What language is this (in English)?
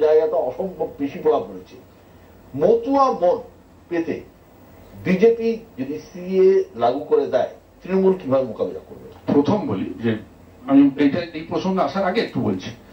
Bangla